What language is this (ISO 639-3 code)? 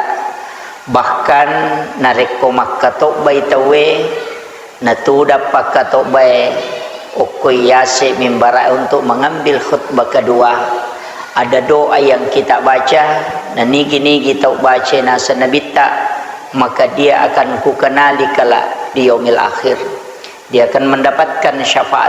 bug